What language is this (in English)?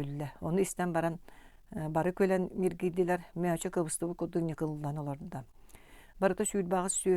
Yakut